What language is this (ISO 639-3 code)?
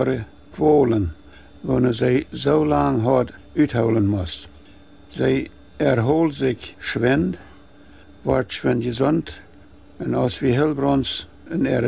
pdt